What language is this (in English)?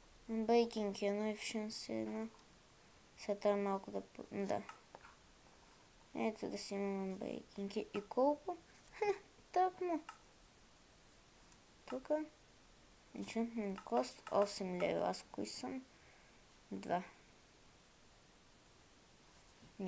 Bulgarian